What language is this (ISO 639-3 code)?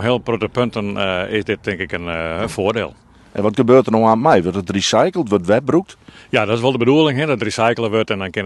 fry